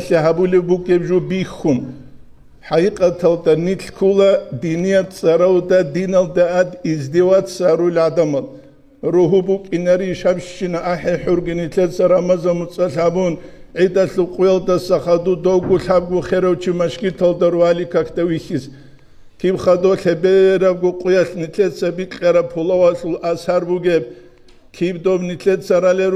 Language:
Avaric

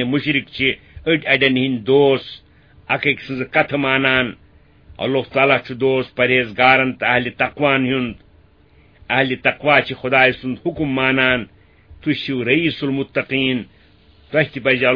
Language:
Kashmiri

